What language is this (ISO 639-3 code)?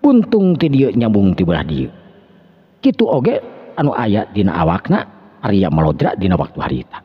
sun